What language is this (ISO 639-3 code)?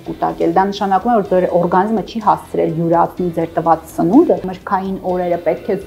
hye